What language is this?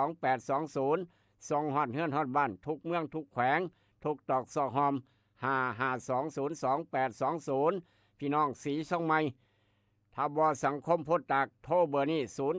Northeastern Thai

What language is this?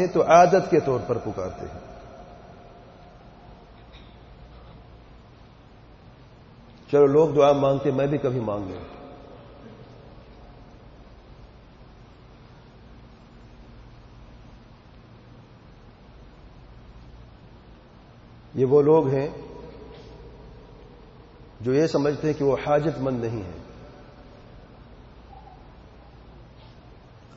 Urdu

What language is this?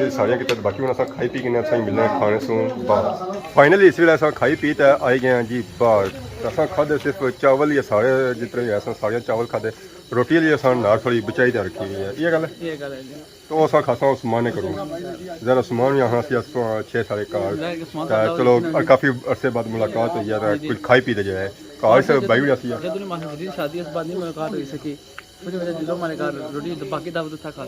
Pahari-Potwari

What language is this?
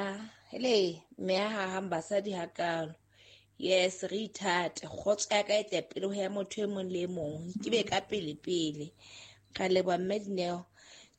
Southern Sotho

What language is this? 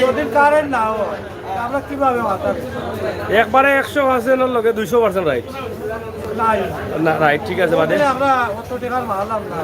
Sylheti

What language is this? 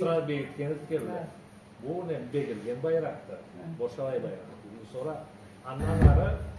Karachay-Balkar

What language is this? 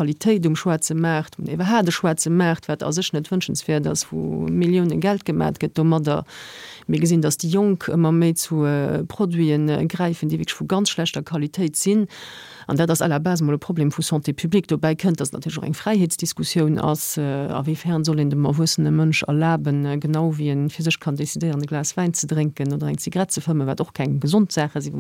Luxembourgish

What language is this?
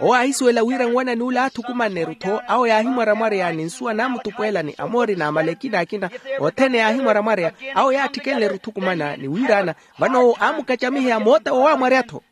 Makhuwa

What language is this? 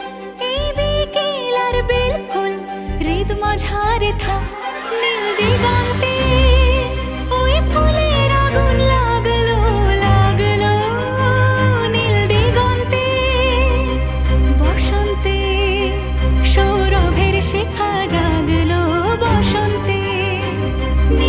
Bangla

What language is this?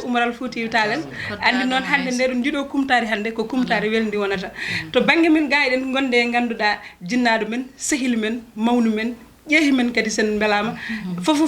Fula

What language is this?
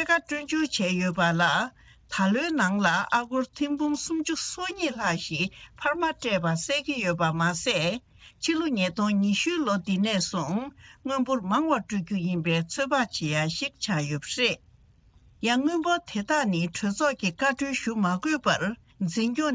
Tibetan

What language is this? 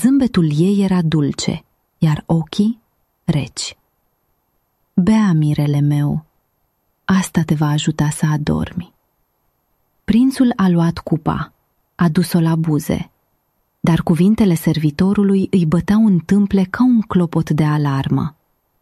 Romanian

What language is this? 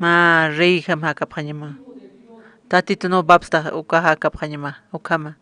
Aymara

